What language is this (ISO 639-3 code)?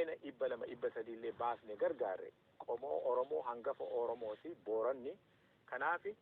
orm